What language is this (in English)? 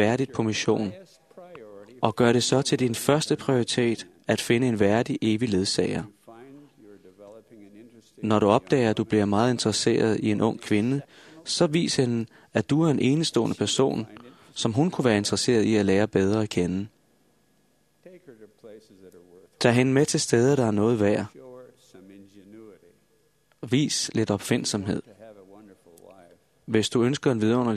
Danish